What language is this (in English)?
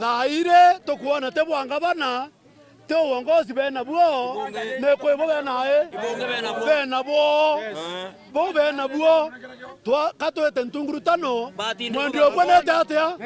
Meru